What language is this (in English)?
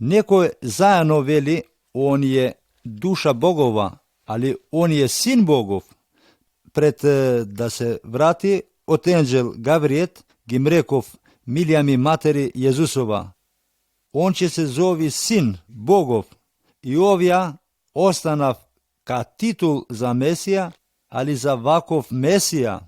Macedonian